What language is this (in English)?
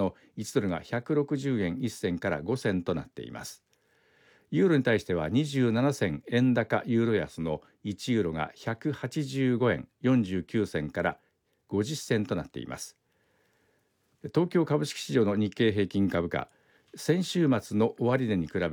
Japanese